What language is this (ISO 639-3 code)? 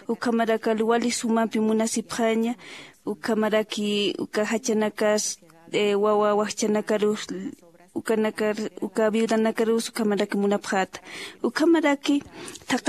aym